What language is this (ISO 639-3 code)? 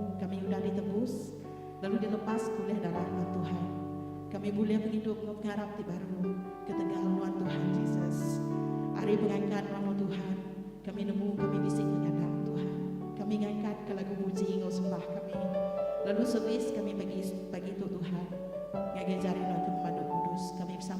iba